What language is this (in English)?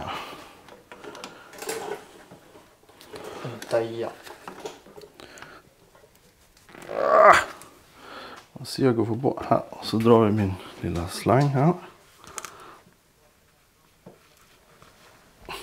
Swedish